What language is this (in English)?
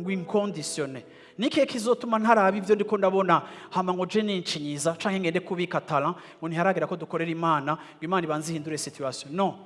Rundi